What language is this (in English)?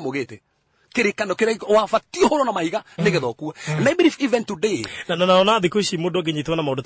Kikuyu